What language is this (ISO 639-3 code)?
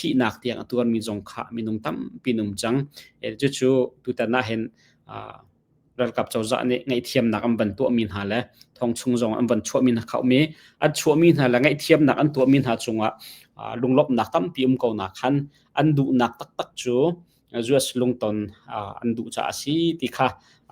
cnh